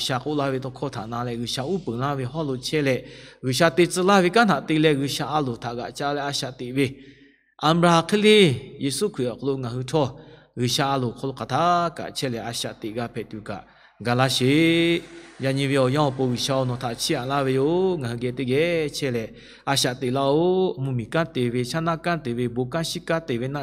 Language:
Lahu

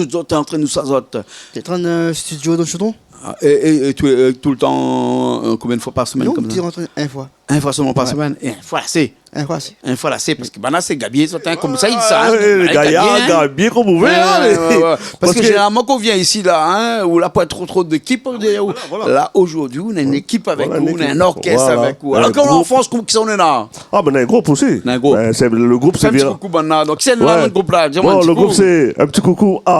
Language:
Réunion Creole French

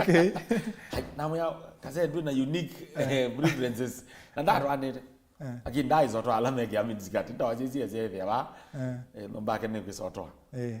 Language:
Kamba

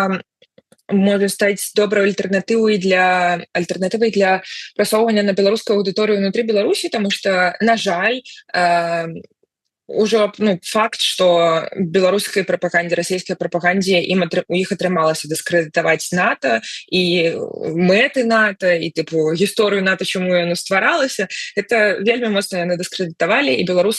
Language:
Belarusian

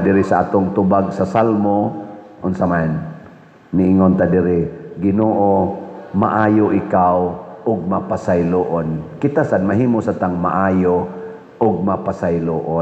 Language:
Cebuano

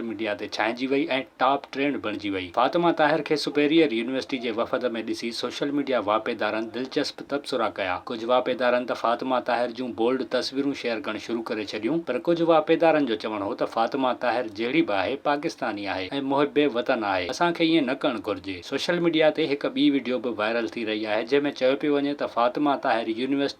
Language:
Sindhi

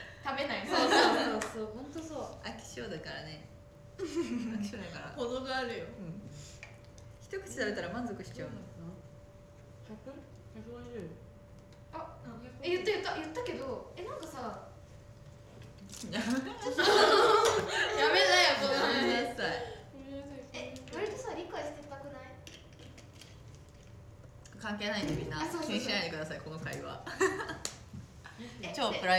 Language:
Japanese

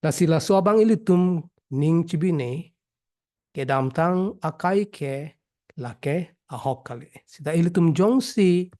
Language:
Karbi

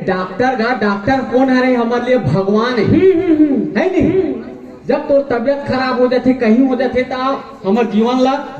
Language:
Chhattisgarhi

